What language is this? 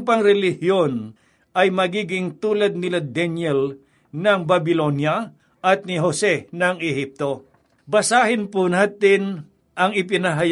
Filipino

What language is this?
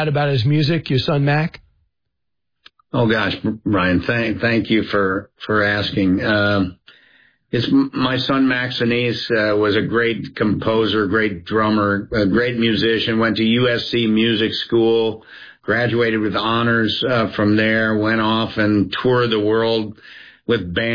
English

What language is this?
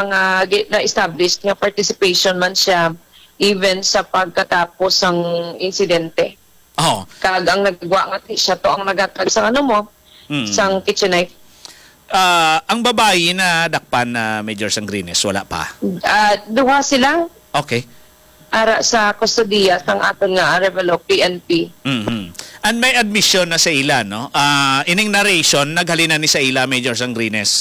Hiligaynon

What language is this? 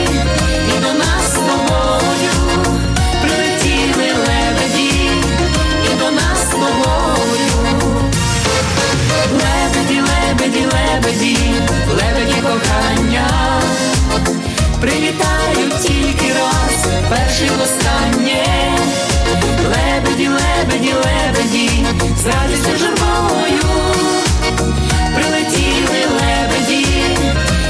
Ukrainian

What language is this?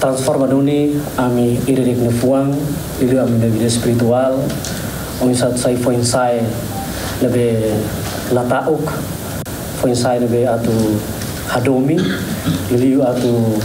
Tetum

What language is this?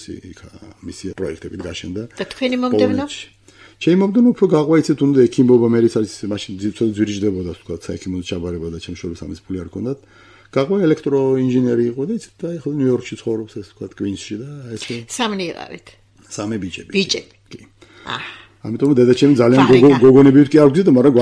Georgian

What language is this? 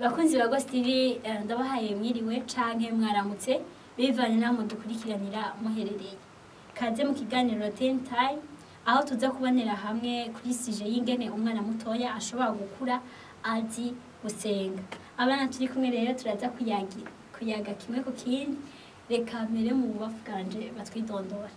Rundi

